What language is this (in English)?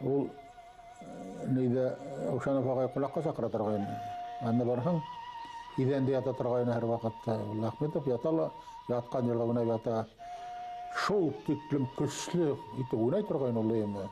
Bashkir